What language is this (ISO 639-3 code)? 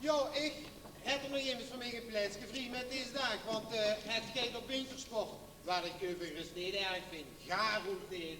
lim